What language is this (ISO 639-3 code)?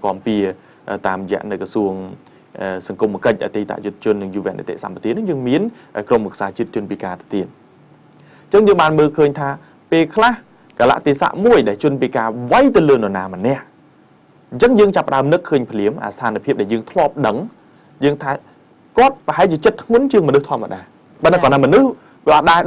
khm